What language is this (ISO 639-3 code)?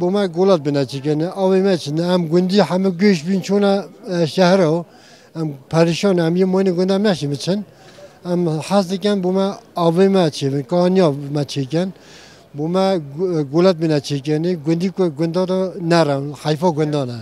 kur